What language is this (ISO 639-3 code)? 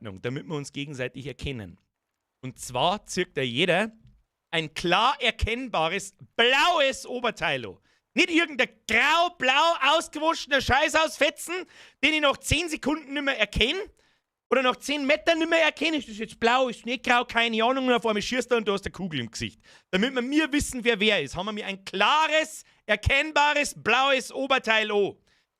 bar